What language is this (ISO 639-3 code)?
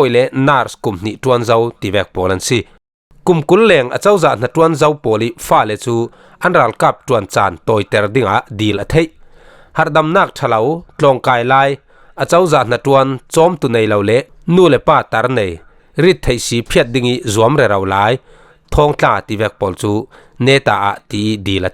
cfm